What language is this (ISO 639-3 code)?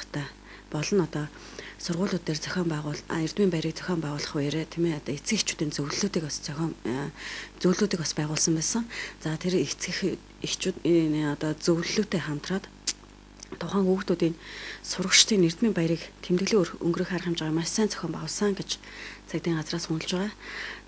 mon